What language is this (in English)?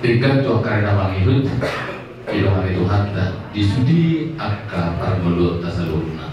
Batak Toba